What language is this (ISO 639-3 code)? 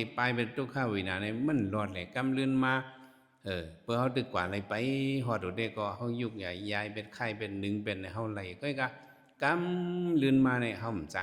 shn